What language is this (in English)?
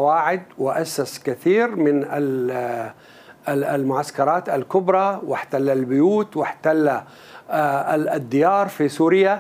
Arabic